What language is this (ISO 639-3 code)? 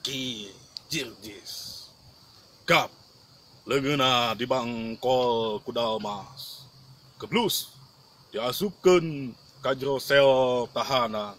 sun